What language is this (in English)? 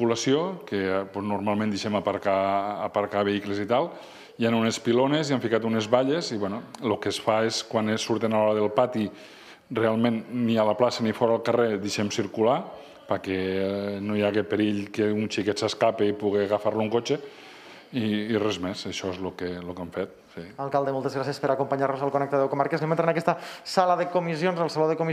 Catalan